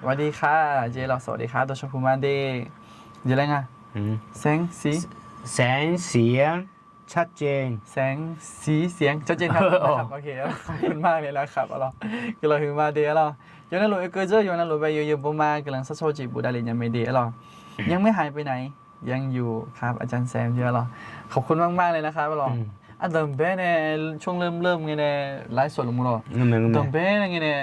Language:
Akha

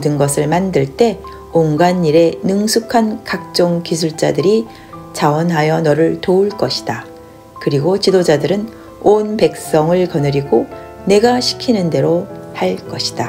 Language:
Korean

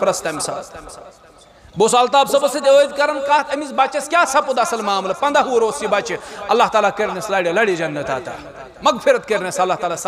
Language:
Kashmiri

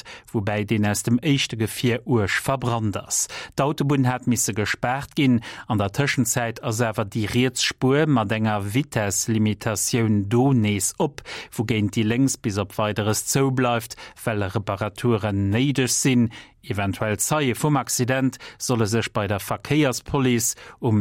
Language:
Luxembourgish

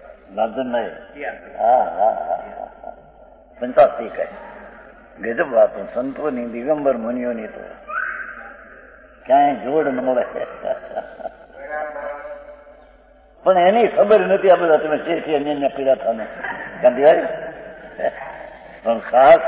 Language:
Gujarati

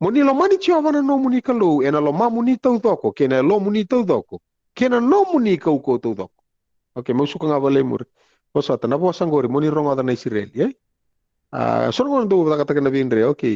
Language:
Fijian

